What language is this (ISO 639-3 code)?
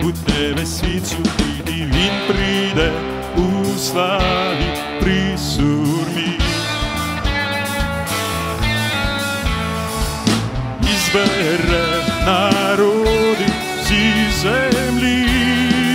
ukr